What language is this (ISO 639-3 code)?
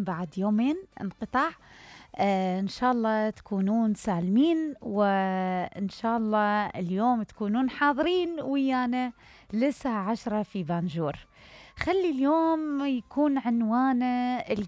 acm